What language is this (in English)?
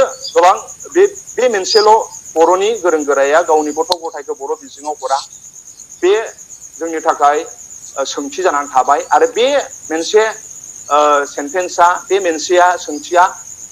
Bodo